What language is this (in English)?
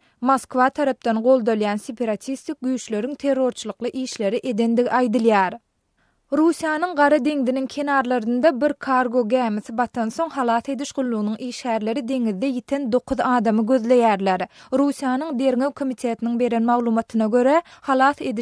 Turkmen